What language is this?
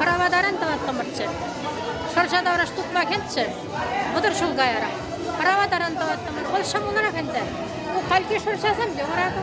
Chuvash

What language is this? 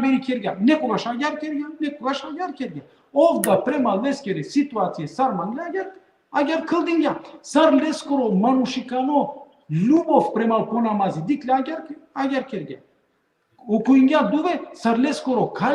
Balkan Romani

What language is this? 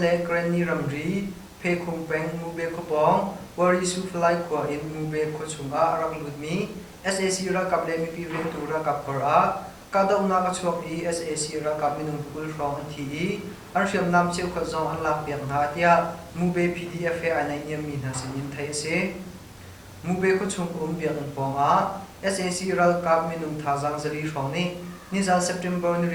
Hakha Chin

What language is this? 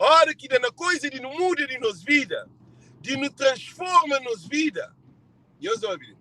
Kabuverdianu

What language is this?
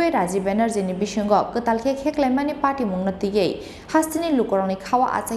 Kok Borok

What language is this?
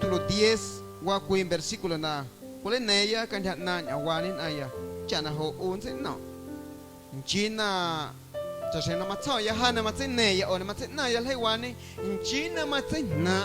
Guerrero Amuzgo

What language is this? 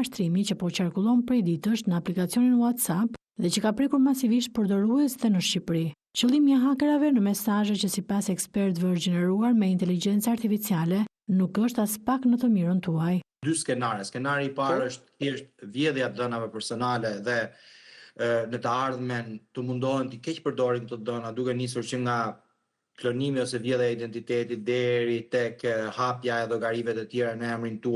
Albanian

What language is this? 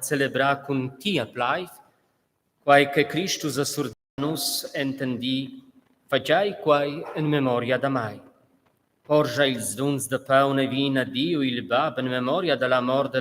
Romansh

